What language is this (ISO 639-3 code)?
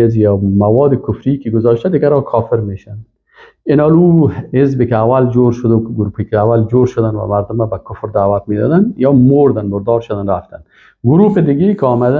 fas